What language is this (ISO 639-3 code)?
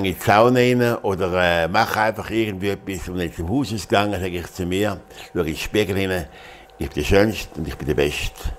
gsw